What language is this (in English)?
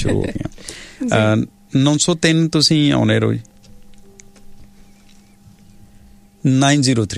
Punjabi